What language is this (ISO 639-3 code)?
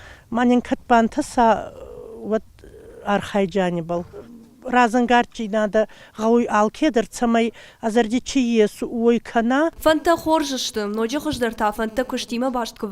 oss